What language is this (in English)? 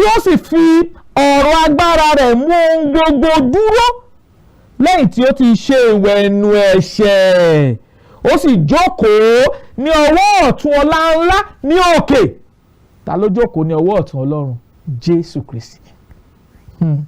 Yoruba